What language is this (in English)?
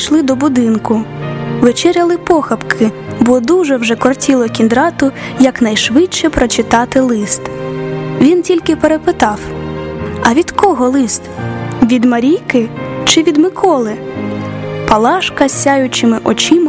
Ukrainian